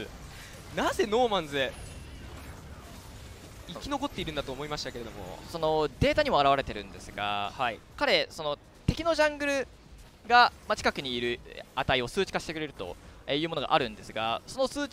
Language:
Japanese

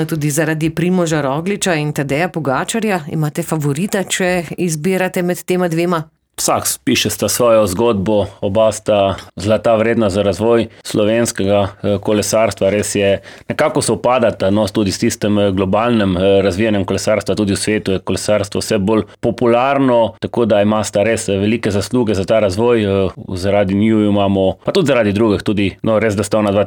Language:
Slovenian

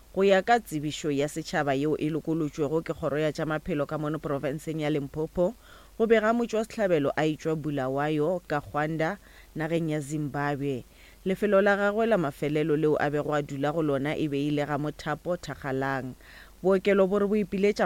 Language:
Northern Sotho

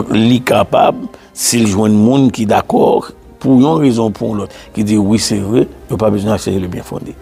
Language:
Haitian Creole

